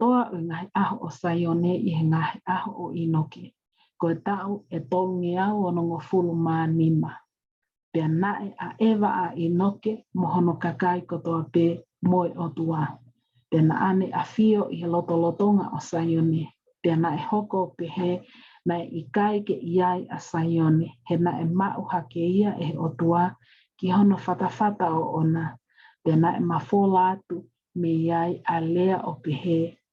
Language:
Tongan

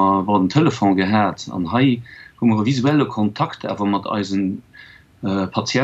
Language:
Luxembourgish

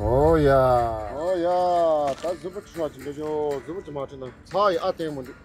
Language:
Tibetan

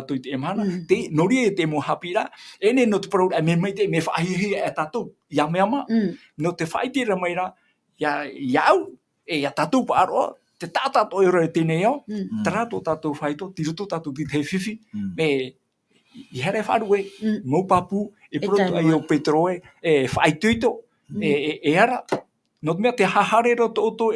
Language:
Tahitian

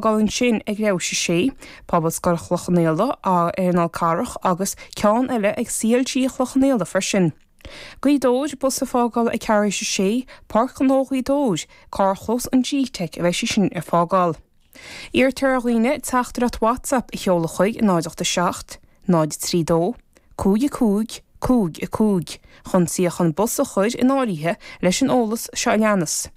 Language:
Irish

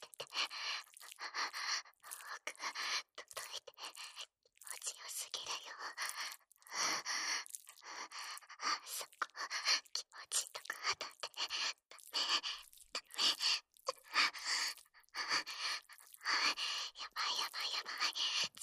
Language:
Japanese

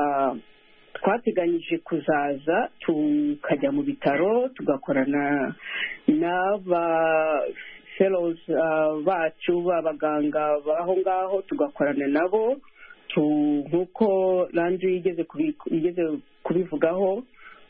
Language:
Kinyarwanda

